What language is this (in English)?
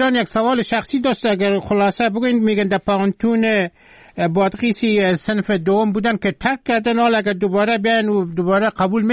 Persian